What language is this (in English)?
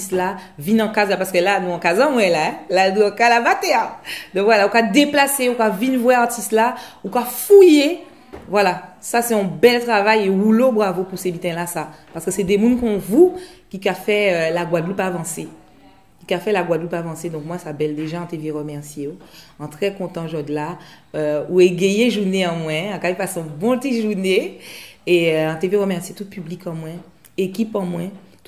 Guadeloupean Creole French